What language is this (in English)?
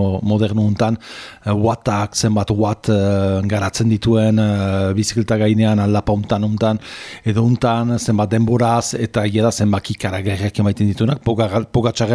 Basque